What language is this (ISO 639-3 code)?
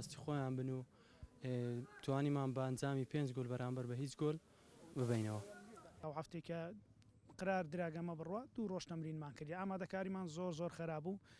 ckb